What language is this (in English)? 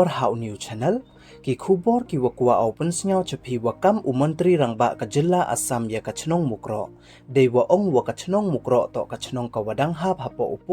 Pnar